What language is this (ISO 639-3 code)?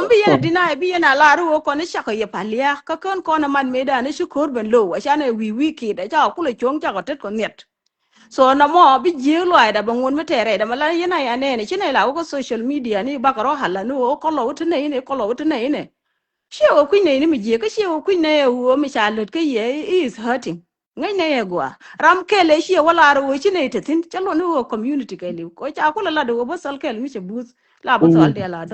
nus